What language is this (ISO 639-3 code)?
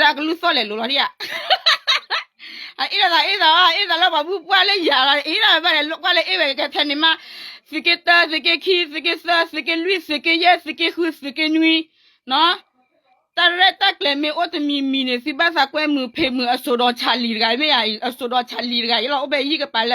ksw